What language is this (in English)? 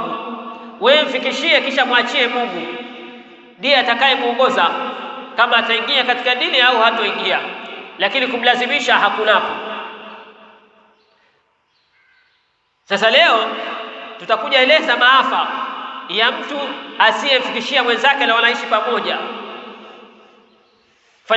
Swahili